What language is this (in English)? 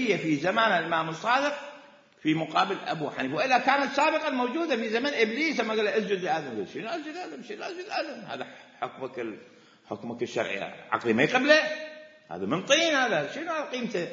Mesopotamian Arabic